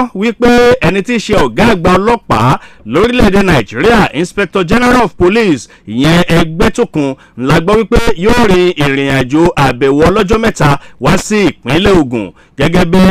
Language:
Yoruba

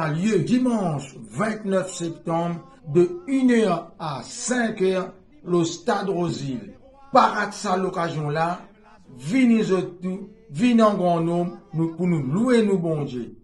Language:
Morisyen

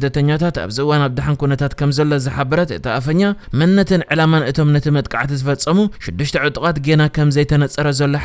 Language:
Tigrinya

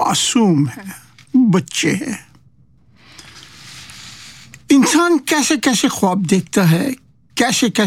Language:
Urdu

